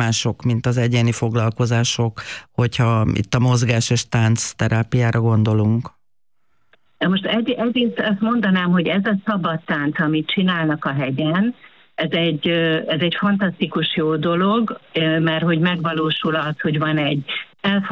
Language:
Hungarian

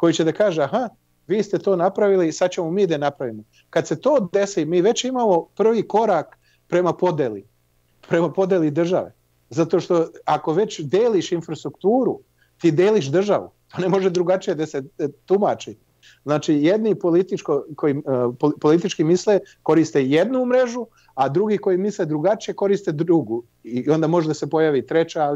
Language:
Serbian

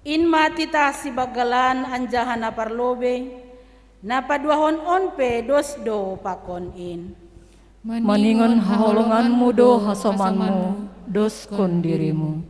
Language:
Batak Simalungun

